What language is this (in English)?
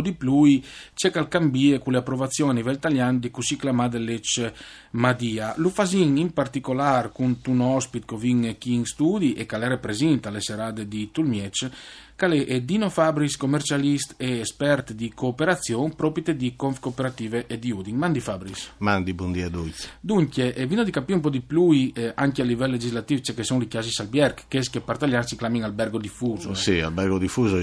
Friulian